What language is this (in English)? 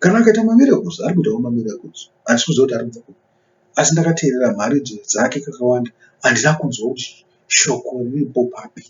Shona